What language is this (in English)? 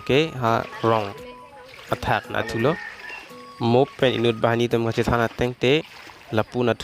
Karbi